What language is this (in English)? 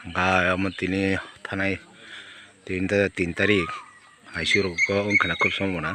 Kok Borok